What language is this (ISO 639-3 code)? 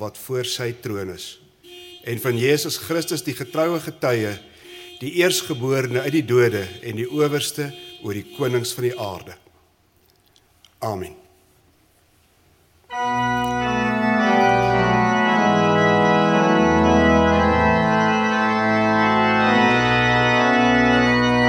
afr